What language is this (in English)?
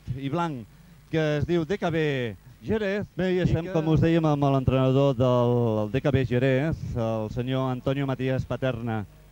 Catalan